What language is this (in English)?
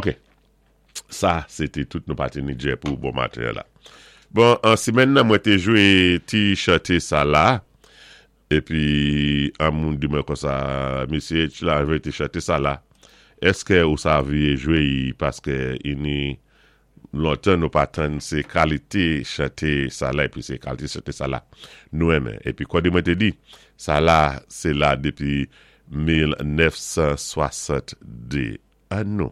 Saint Lucian Creole French